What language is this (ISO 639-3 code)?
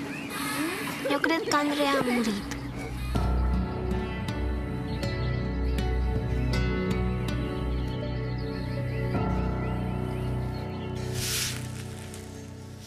ron